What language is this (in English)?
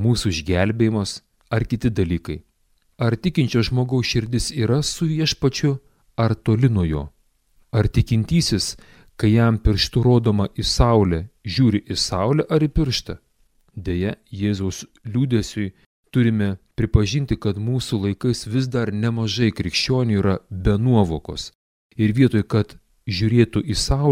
Lithuanian